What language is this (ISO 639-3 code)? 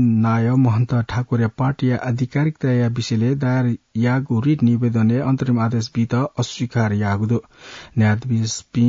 new